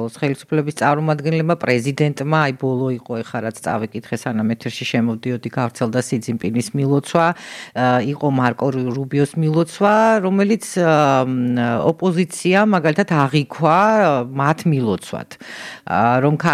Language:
Georgian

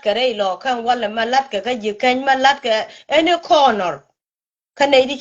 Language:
Nuer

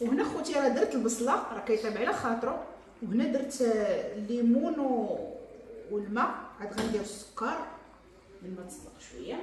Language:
Moroccan Arabic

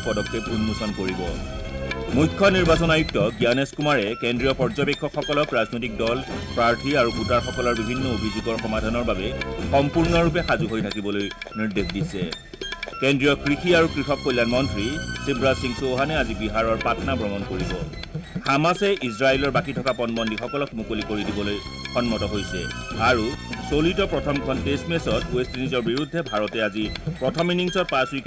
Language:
Assamese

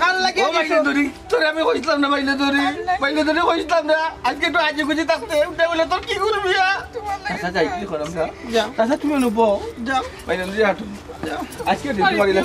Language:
Sylheti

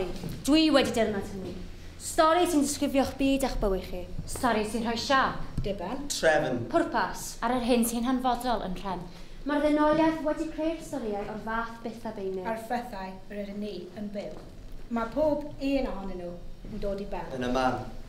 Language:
Welsh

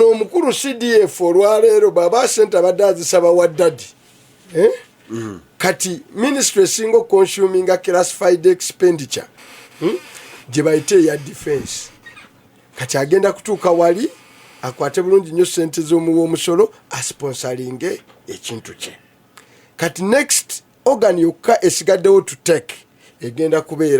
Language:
Ganda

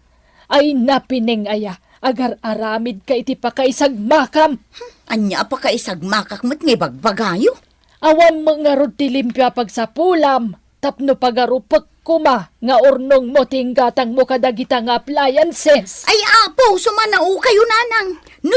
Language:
Iloko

